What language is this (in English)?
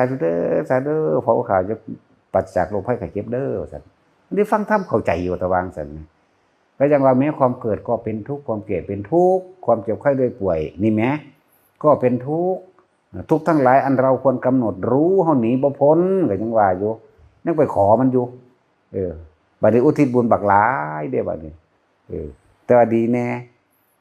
Northeastern Thai